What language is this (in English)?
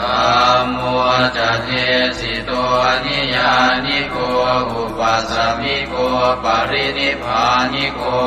Pali